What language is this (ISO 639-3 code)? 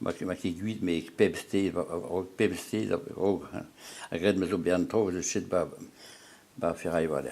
bre